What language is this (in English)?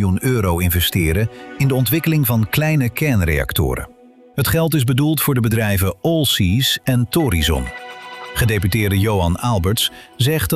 Dutch